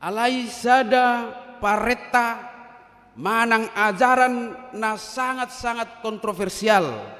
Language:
Batak Toba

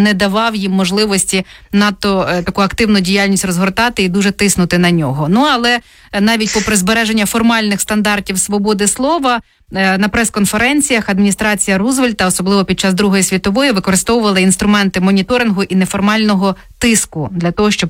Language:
Ukrainian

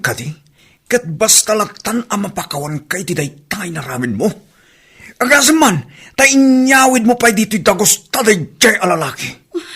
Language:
Iloko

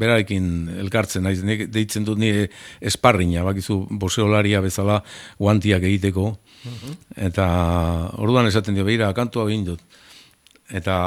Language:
Basque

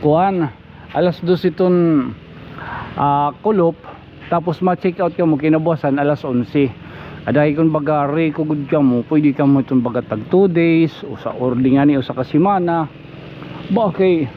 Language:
Waray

